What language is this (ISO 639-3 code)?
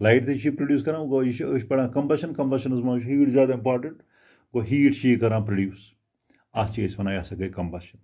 kas